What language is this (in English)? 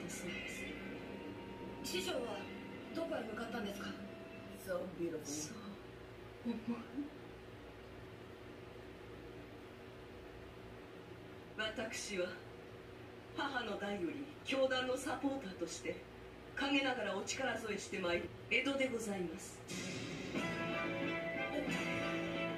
Japanese